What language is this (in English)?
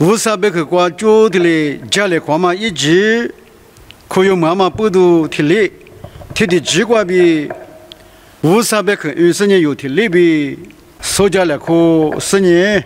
Lisu